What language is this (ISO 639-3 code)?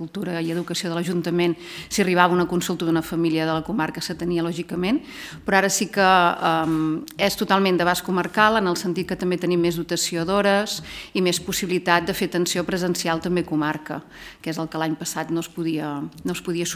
cat